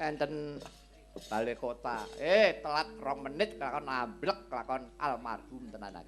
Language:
Javanese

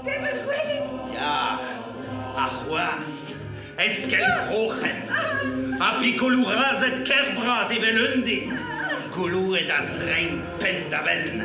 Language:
Breton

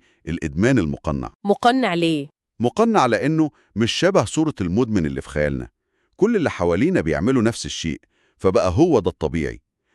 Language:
Egyptian Arabic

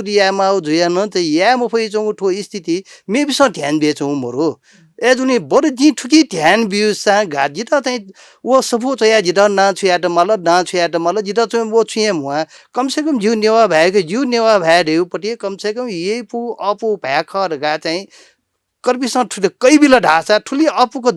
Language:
Newari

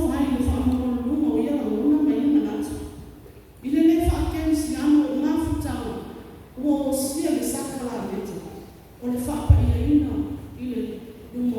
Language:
Samoan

